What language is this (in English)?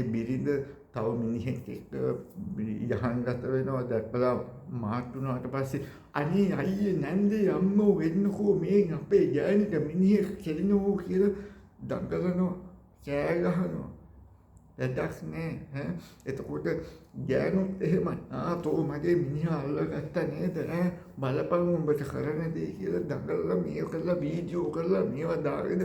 Sinhala